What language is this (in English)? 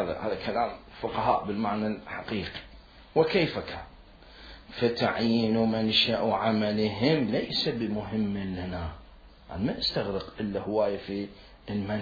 Mesopotamian Arabic